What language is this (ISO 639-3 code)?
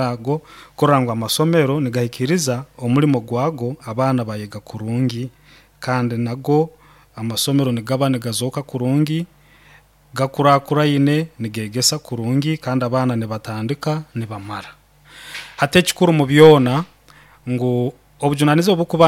nyn